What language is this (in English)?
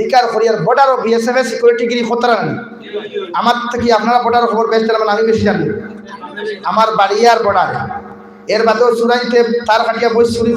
Sylheti